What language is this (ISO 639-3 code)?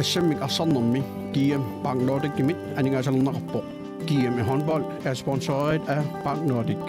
kal